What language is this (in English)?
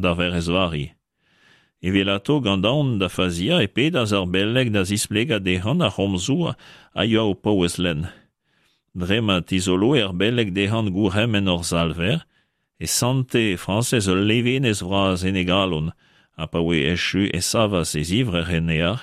Breton